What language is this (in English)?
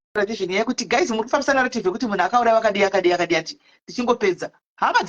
Shona